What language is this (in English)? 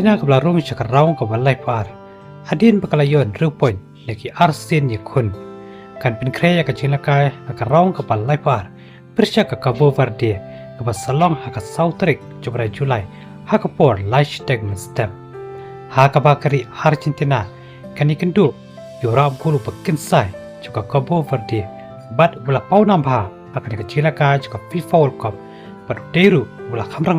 Khasi